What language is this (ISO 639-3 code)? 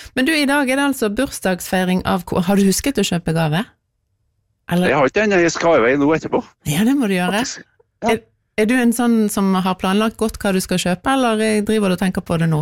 nor